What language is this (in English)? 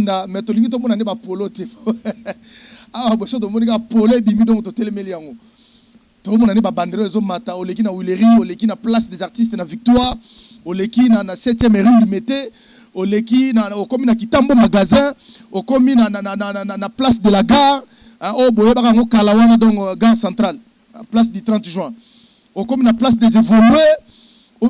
Lingala